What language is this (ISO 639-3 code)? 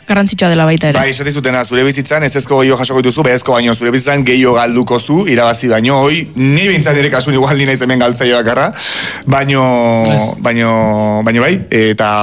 eus